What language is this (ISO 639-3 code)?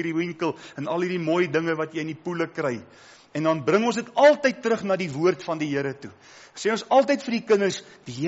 afr